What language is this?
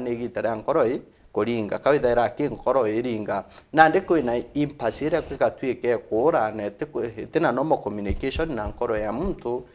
Meru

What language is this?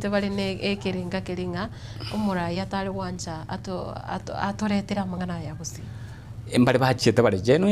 Gusii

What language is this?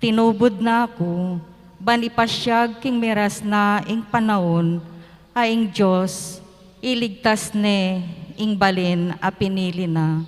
Pampanga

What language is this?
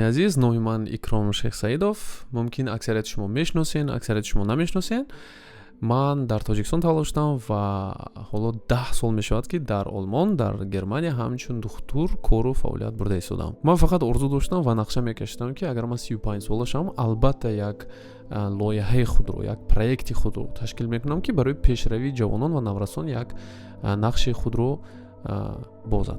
Tajik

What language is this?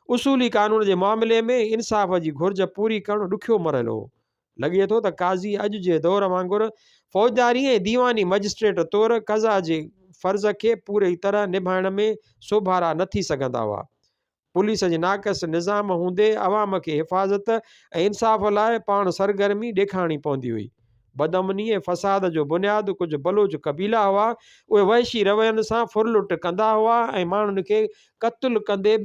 Sindhi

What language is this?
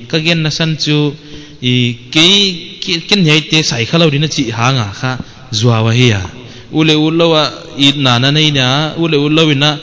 Paite Chin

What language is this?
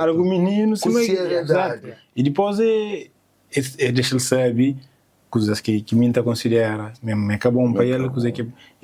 Kabuverdianu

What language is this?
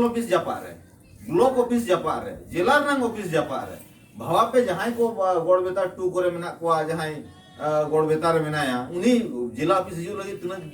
Santali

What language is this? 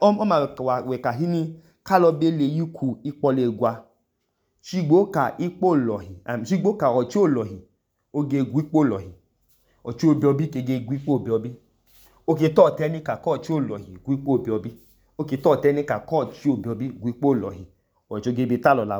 Idoma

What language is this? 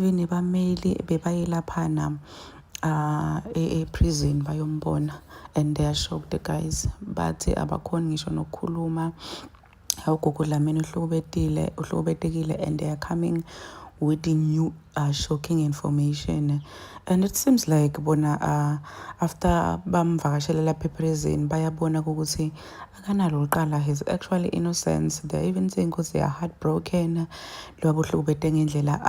Zulu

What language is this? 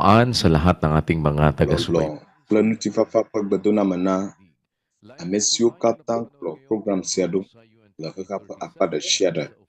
Ewe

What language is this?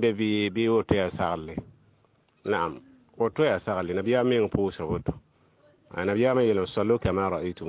Mossi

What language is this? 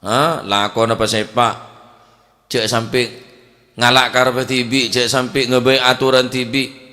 Madurese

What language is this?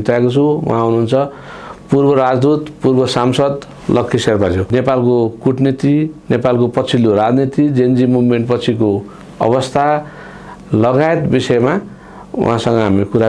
Nepali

